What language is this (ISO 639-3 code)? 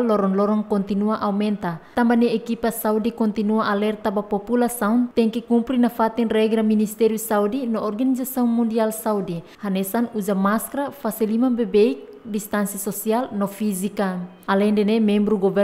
tet